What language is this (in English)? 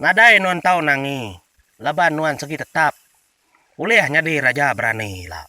Iban